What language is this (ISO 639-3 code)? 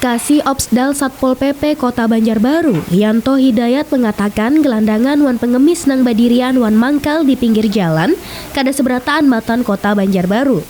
bjn